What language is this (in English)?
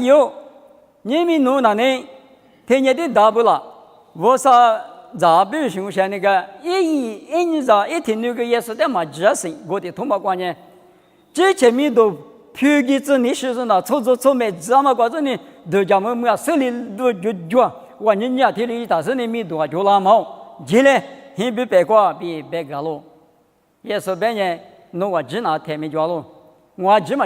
Lisu